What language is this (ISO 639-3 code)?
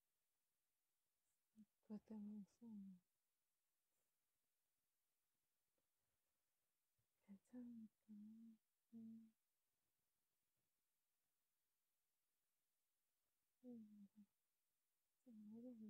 kor